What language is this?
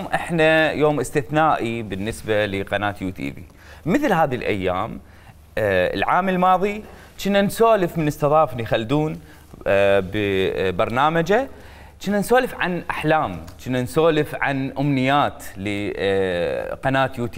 Mesopotamian Arabic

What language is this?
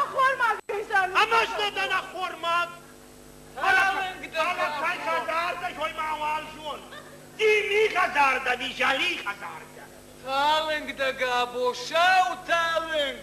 Ossetic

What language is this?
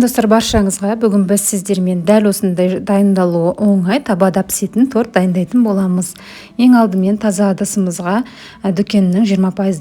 Kazakh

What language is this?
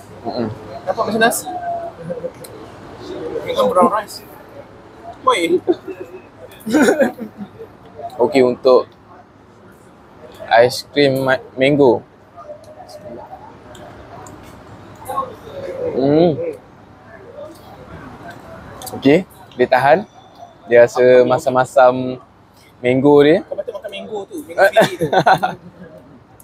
Malay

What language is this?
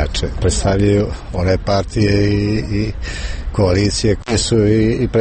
Serbian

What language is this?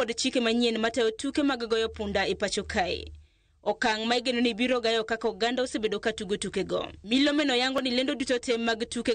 Luo (Kenya and Tanzania)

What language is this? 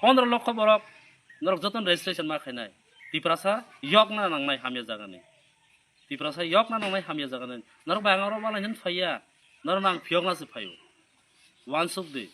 Kok Borok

